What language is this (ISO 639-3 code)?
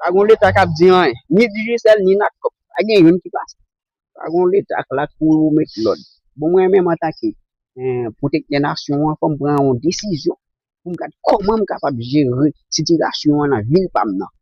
hat